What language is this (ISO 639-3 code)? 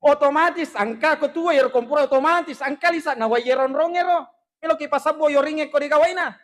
bug